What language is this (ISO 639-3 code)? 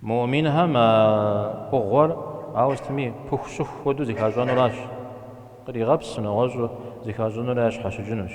kbd